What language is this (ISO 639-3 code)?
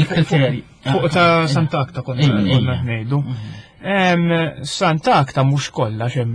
mlt